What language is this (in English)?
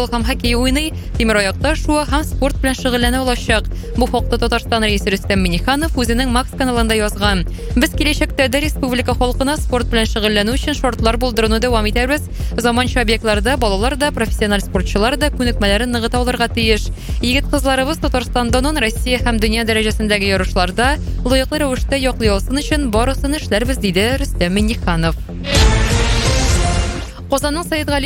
Tatar